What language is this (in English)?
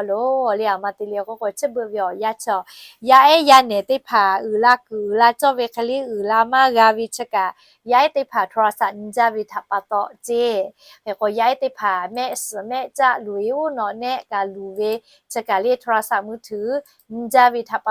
Lahu